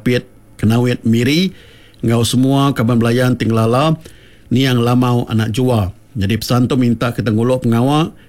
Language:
Iban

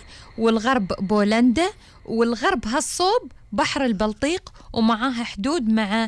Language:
Gulf Arabic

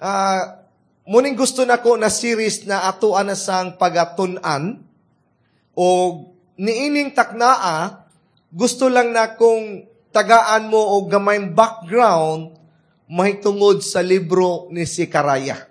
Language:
Cebuano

